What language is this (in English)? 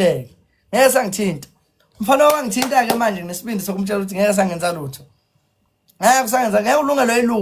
Zulu